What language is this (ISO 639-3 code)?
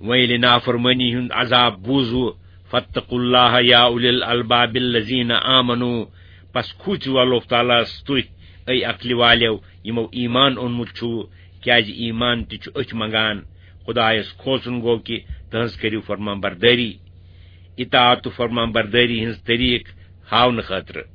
kas